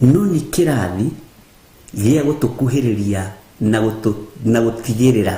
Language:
Kikuyu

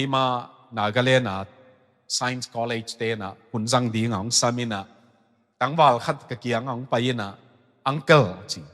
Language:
Tedim Chin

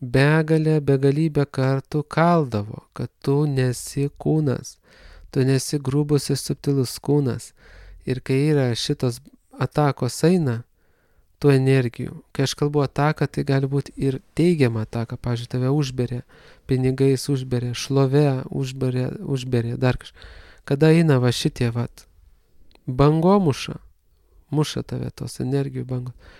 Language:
Lithuanian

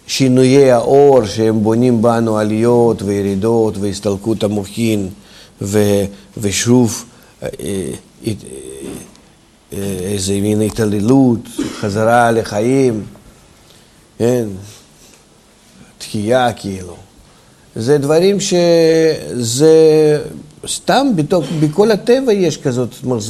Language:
Hebrew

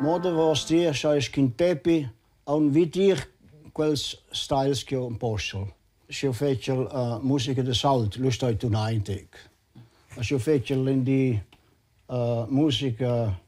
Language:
Romansh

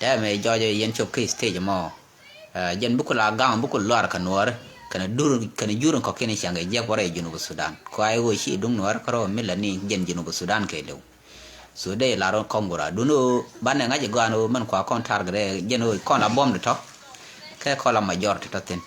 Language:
Nuer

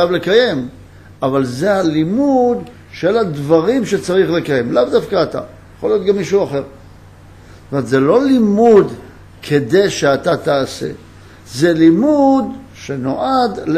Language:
Hebrew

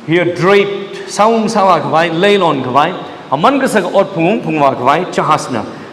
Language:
Tangkhul Naga (India)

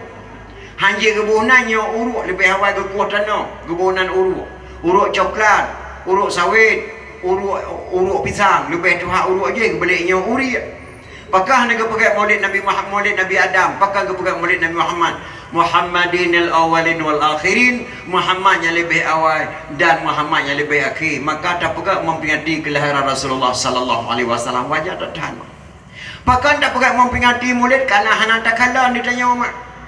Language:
Achinese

